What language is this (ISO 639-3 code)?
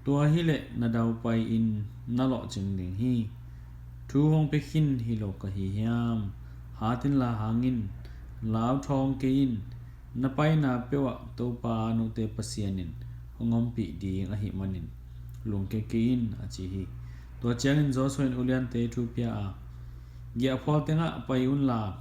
ctd